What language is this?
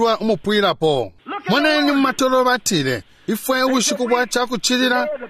Bemba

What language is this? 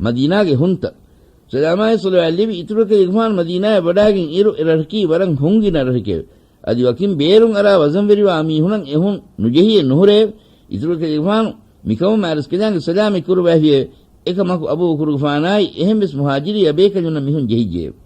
Divehi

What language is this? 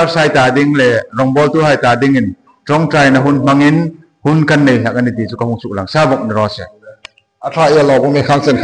Hmar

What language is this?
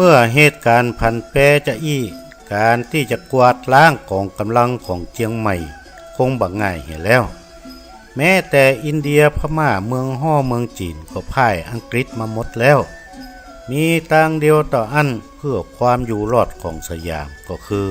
Northern Thai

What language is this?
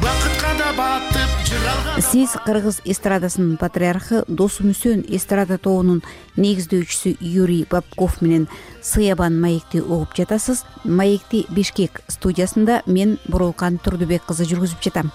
Kyrgyz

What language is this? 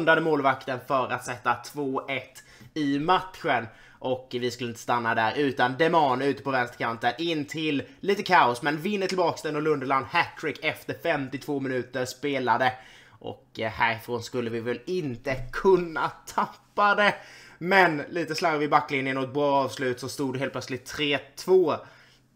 Swedish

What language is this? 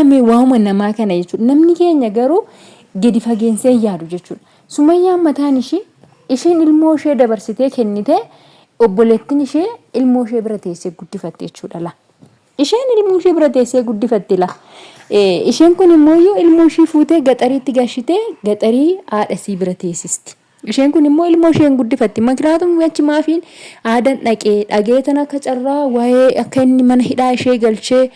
Oromo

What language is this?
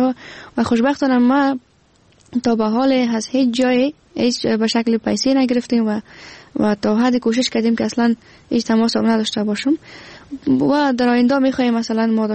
Persian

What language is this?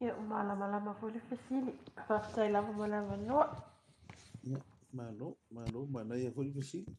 Samoan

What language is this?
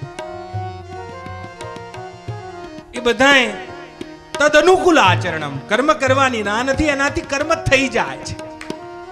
Gujarati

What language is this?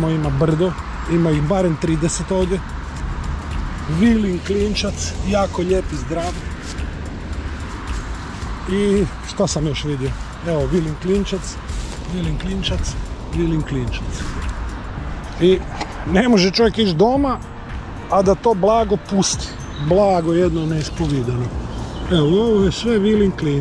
Croatian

